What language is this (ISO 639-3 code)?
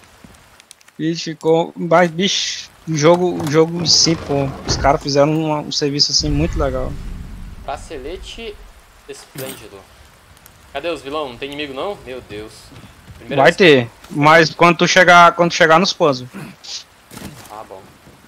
por